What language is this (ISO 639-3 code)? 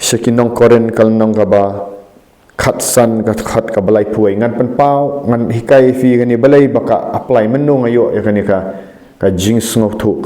kha